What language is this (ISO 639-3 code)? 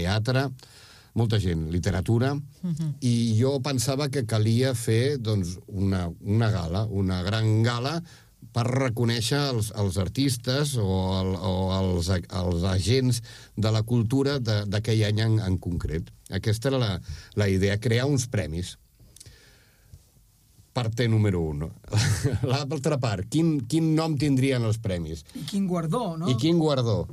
cat